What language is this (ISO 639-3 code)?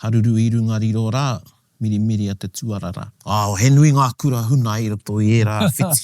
mri